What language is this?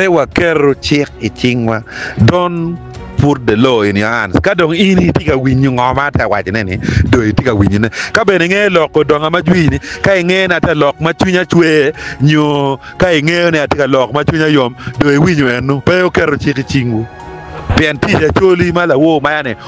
Acoli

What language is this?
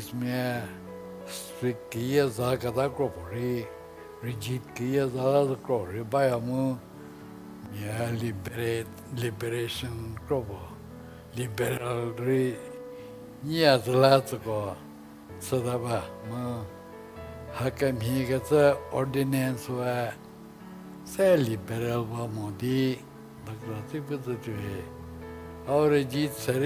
Angami Naga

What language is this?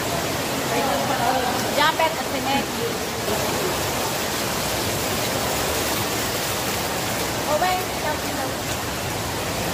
Filipino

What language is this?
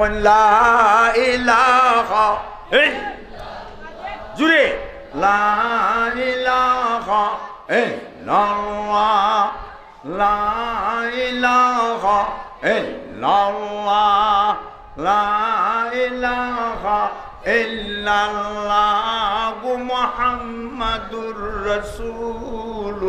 Sylheti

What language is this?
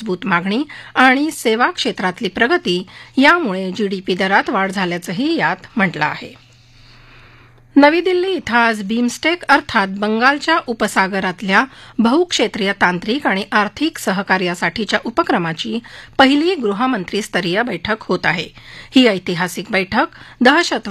Marathi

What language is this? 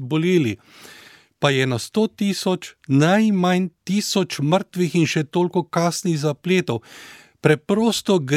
Slovenian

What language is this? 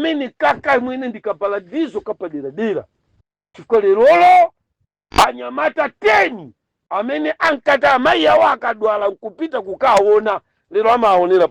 Nyanja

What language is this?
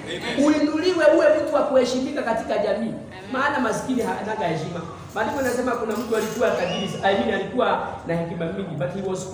Swahili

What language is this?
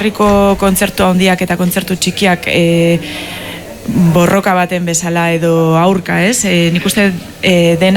Basque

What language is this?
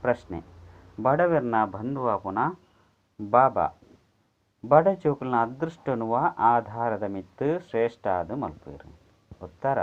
Tulu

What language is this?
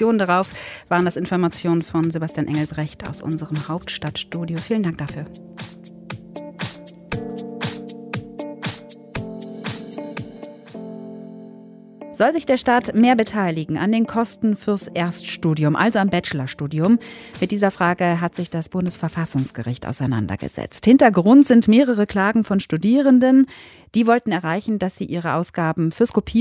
German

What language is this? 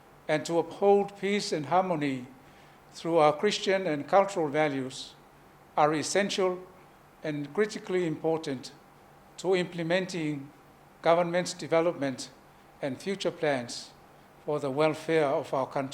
Samoan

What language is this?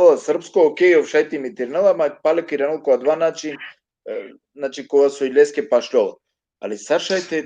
Balkan Romani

